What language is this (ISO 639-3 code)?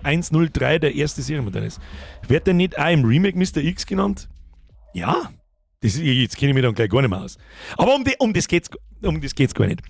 bar